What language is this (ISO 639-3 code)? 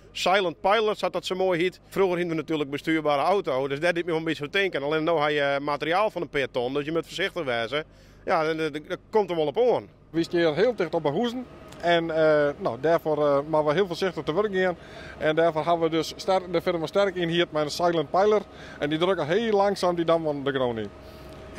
fry